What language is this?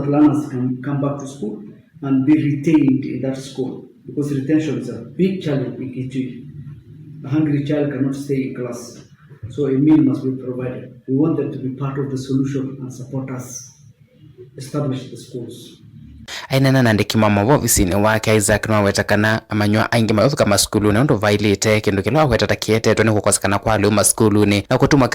Kamba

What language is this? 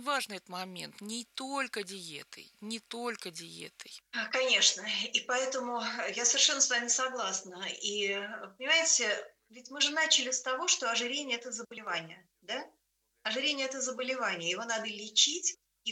Russian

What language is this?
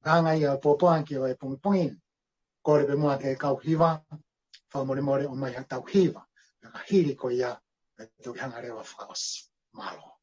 Tongan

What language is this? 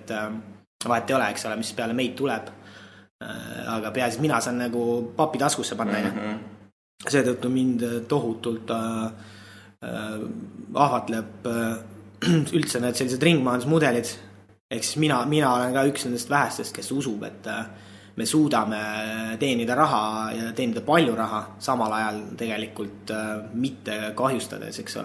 Estonian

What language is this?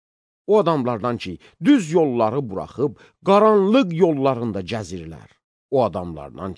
Azerbaijani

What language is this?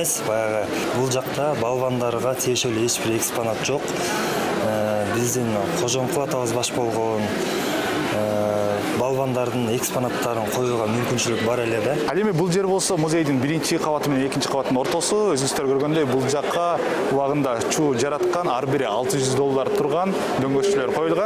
Kyrgyz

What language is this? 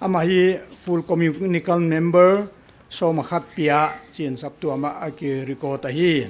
Paite Chin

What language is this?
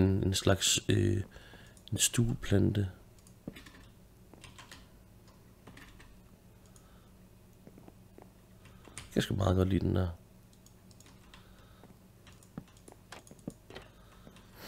Danish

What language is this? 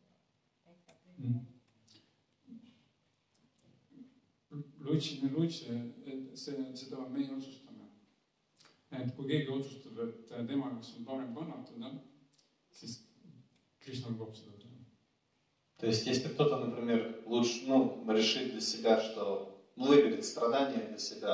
Estonian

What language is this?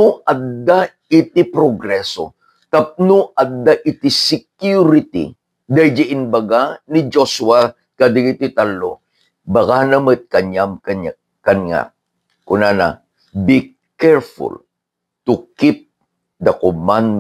Iloko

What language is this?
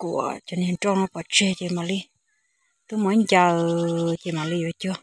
Hmong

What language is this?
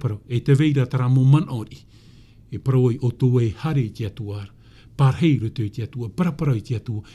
Tahitian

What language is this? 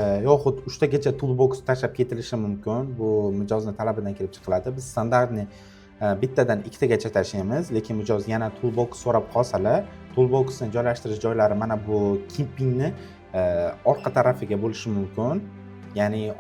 Uzbek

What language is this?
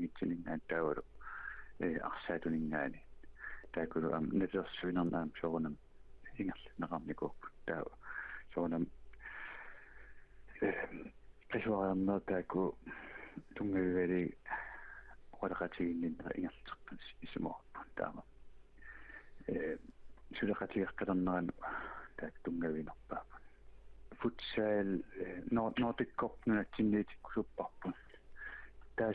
Kalaallisut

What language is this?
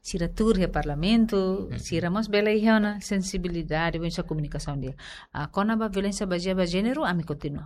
Tetum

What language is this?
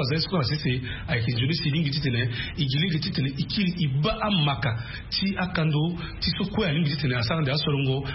Sango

